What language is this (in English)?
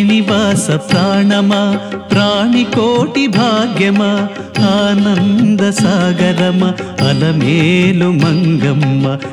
Telugu